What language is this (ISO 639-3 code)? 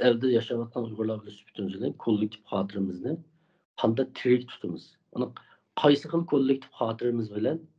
uig